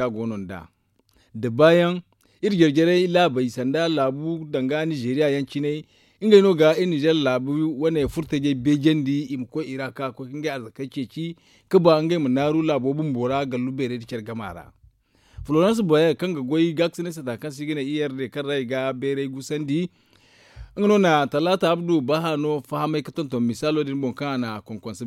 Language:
Zarma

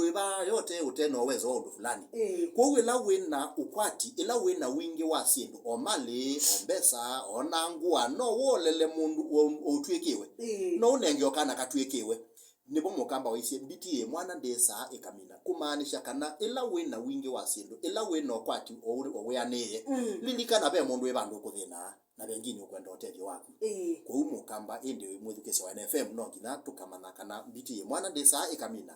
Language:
Kamba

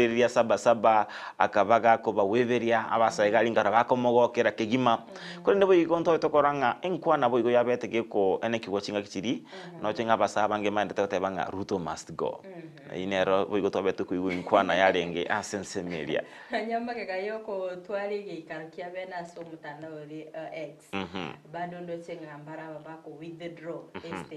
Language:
Gusii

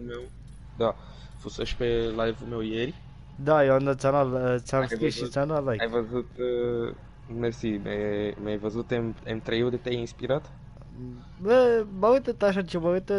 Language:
Romanian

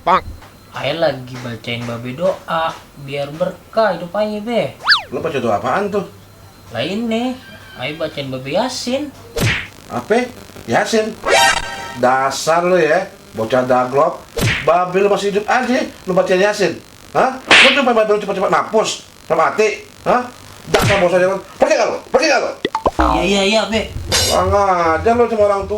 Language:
Betawi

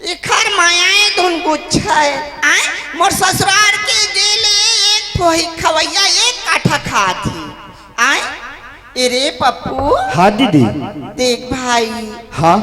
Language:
Chhattisgarhi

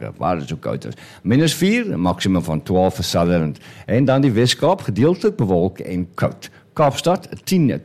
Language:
Afrikaans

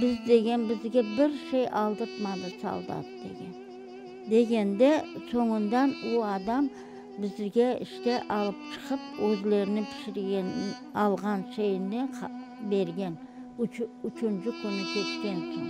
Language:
Crimean Tatar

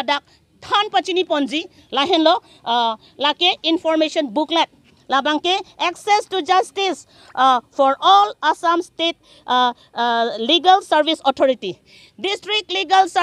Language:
Karbi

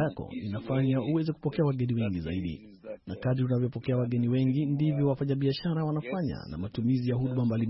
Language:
Swahili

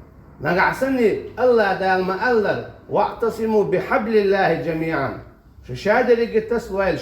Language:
Chechen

